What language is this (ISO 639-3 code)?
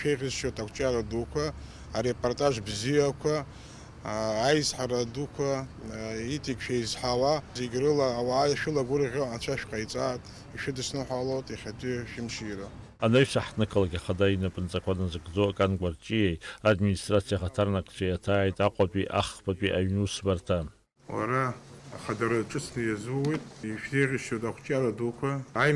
abk